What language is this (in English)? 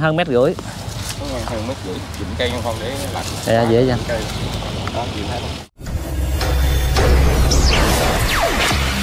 Vietnamese